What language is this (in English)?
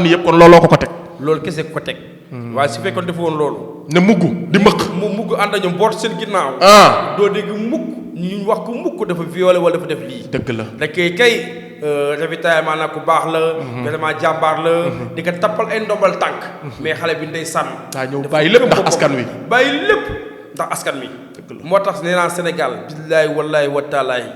Wolof